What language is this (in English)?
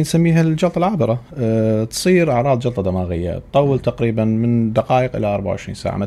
Mesopotamian Arabic